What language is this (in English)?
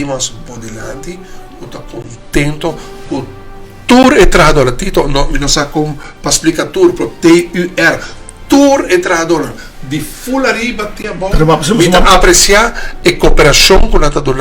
Papiamento